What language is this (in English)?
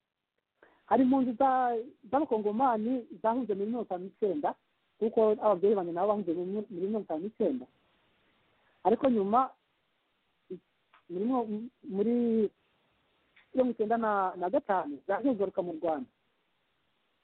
Kinyarwanda